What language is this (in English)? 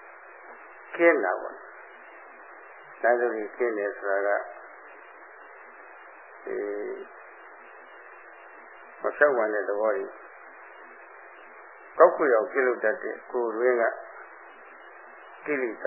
Burmese